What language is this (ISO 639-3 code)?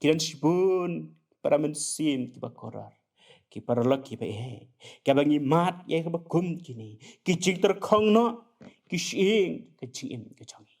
kha